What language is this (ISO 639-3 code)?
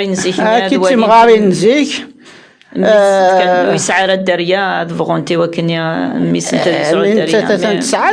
kab